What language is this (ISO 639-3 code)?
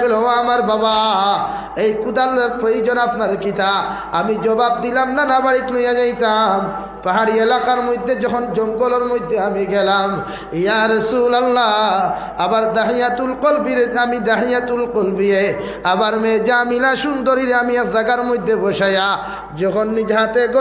syl